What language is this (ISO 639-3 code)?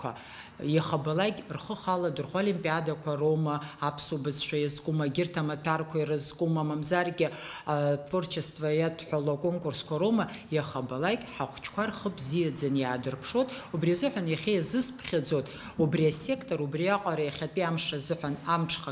abk